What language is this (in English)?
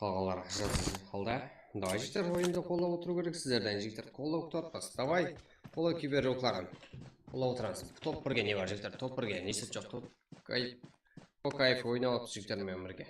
Kara-Kalpak